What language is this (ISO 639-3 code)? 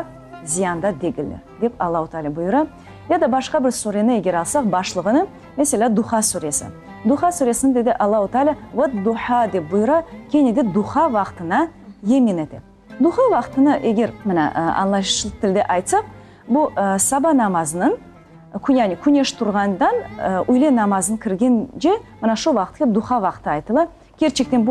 crh